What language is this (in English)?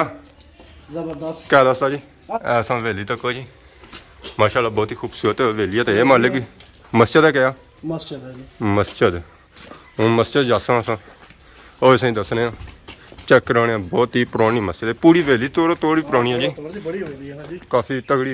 Pahari-Potwari